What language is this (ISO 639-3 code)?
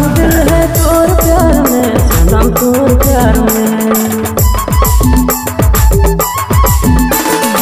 sck